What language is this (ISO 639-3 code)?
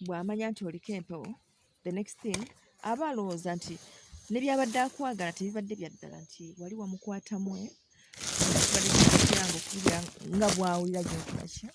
lug